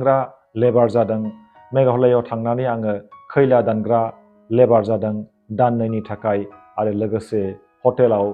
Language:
Bodo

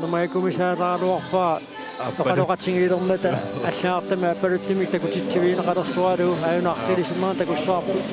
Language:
Kalaallisut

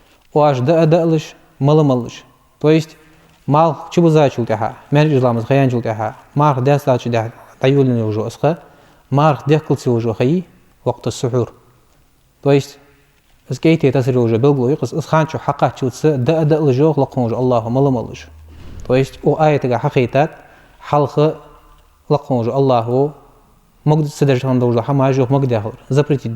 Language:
Ingush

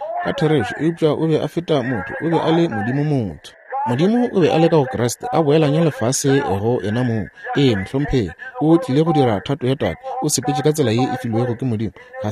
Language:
Northern Sotho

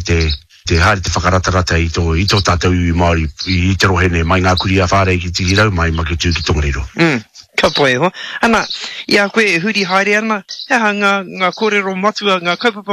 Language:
Māori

